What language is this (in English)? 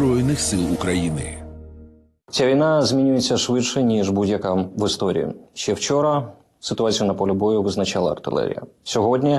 Ukrainian